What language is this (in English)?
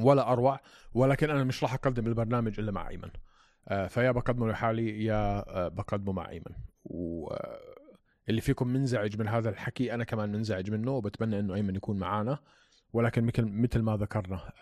North Levantine Arabic